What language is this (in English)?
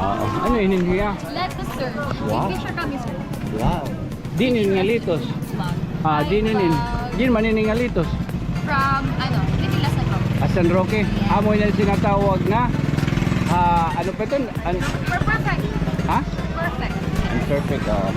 Waray